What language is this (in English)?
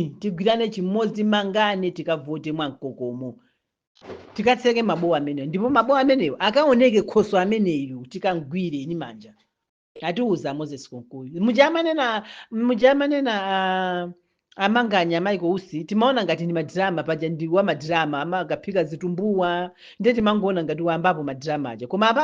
Nyanja